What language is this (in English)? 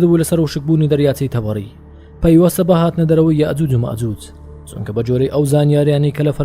Central Kurdish